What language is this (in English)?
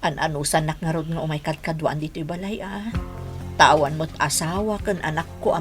Iloko